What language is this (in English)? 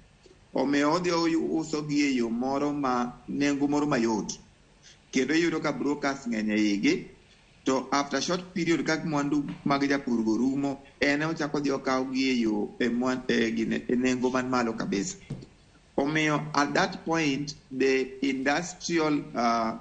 Luo (Kenya and Tanzania)